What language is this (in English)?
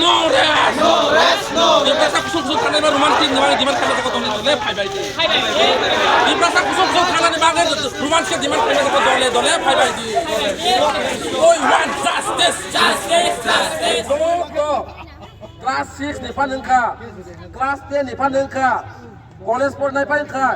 Riang (India)